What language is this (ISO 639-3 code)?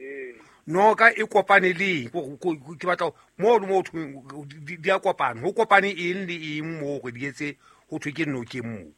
sot